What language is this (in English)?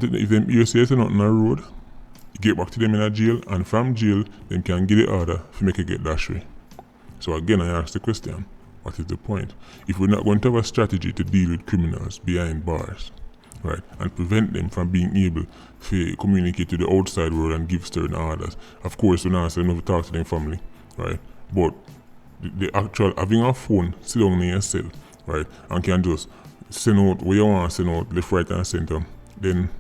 Jamaican Creole English